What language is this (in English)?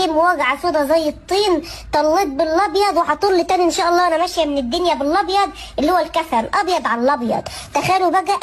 Egyptian Arabic